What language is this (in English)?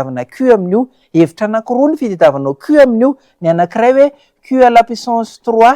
Malagasy